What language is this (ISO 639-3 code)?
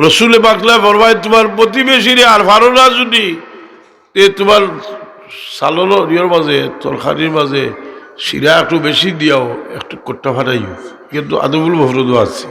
syl